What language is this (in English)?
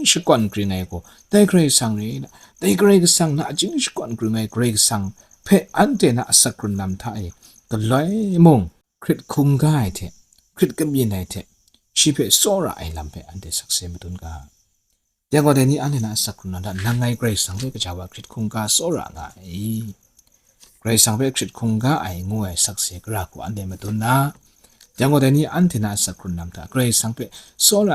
Kachin